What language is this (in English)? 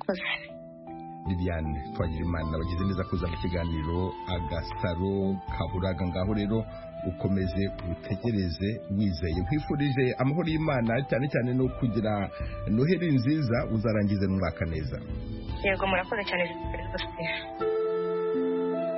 Kinyarwanda